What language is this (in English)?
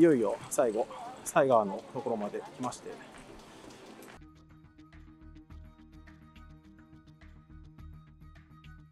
Japanese